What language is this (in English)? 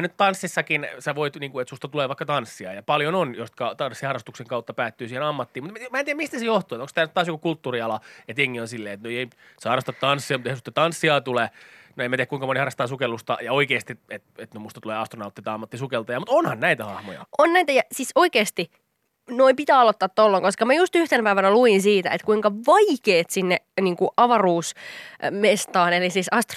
Finnish